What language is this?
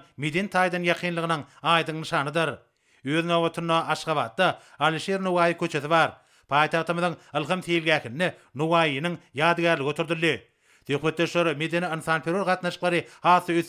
Turkmen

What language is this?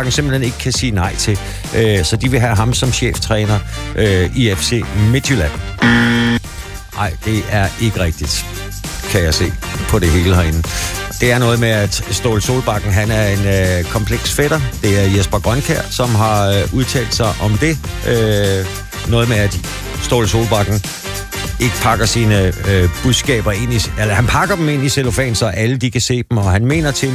Danish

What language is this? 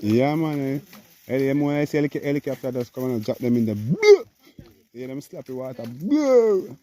Jamaican Creole English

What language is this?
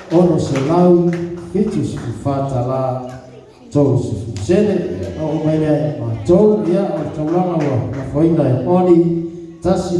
Samoan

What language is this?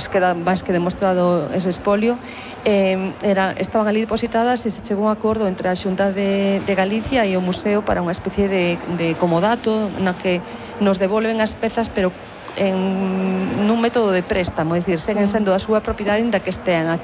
Galician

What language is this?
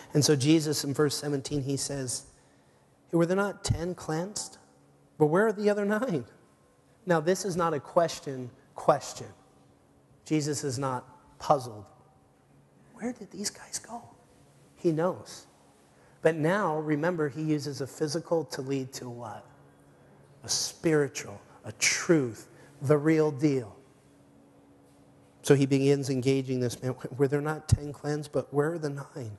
English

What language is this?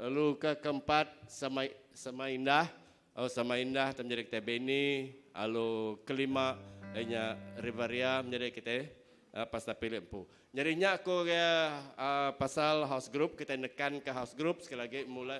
Iban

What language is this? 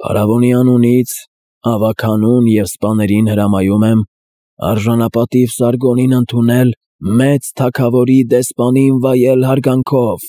Armenian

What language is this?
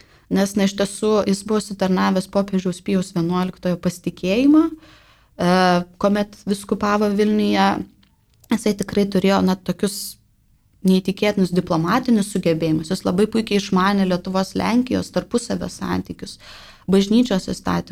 Lithuanian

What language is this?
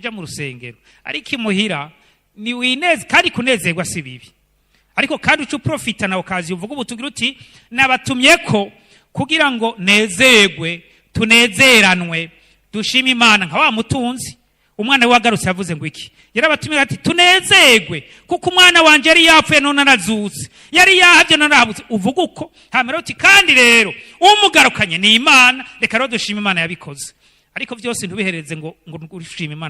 Rundi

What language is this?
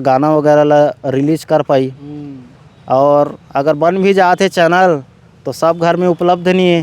Chhattisgarhi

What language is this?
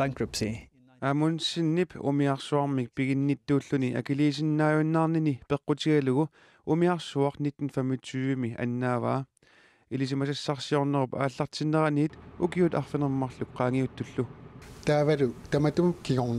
Kalaallisut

